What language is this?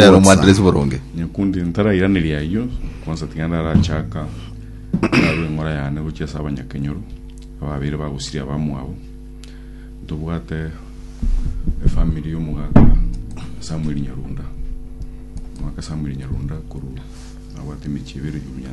Gusii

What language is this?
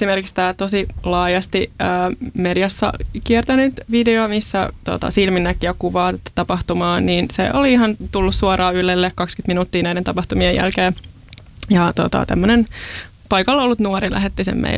Finnish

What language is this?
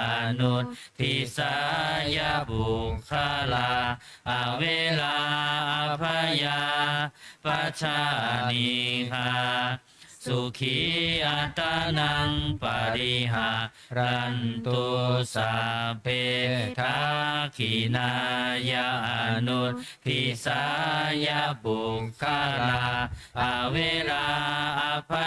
Pali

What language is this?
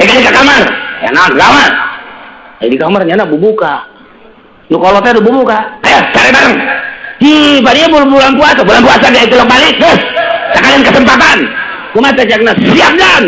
Sundanese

